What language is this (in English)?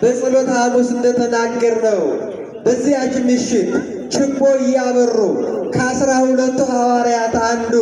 Amharic